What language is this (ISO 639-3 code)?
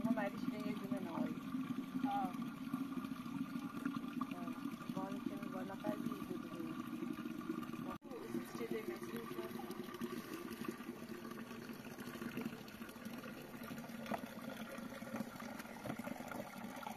fas